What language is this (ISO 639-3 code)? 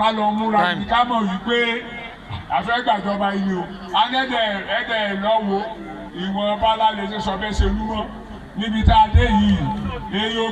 yor